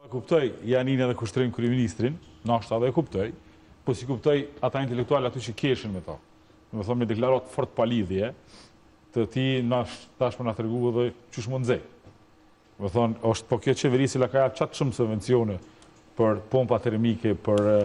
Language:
Albanian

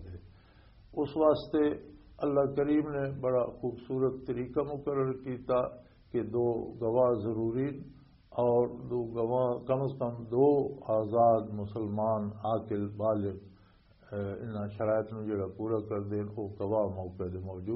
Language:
Western Panjabi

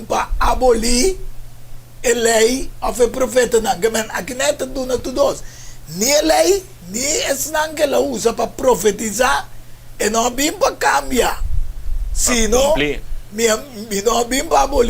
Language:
Papiamento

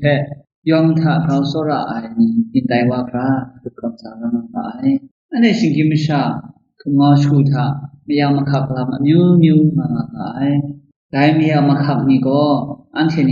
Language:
Kachin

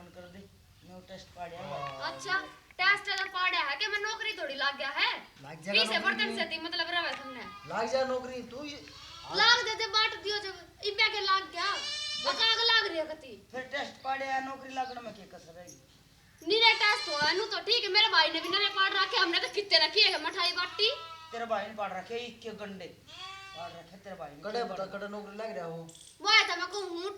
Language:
Haryanvi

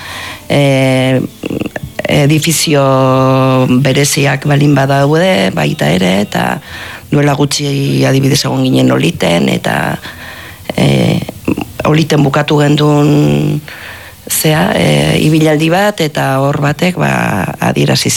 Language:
Basque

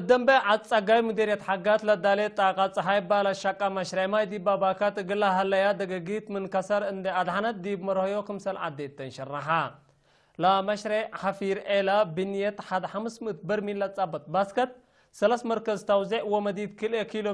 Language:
Tigre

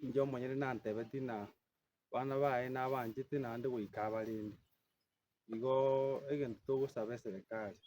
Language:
Gusii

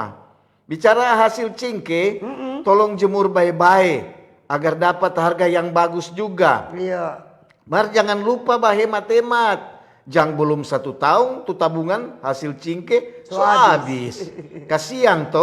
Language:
Manado Malay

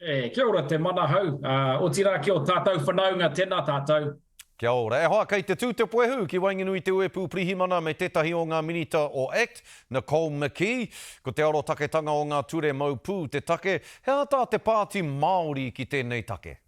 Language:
Māori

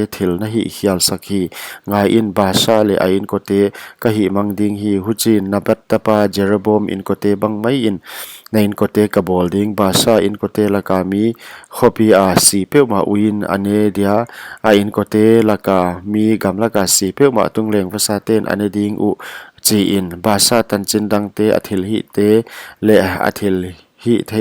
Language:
Paite Chin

